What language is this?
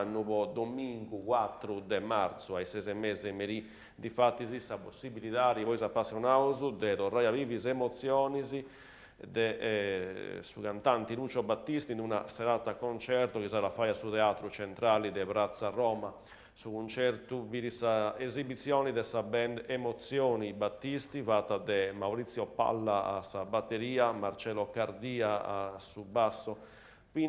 Sardinian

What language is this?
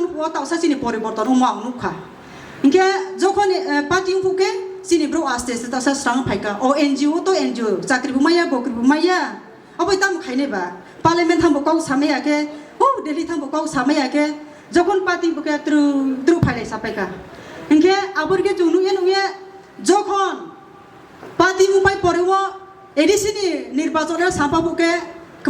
Kok Borok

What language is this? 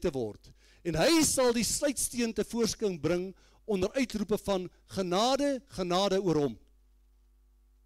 Afrikaans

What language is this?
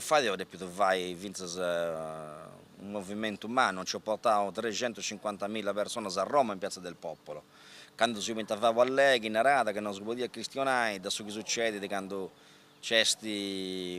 Sardinian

